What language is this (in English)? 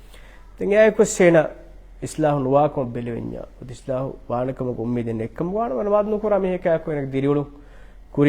Divehi